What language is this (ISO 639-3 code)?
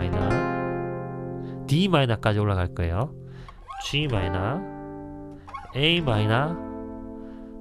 kor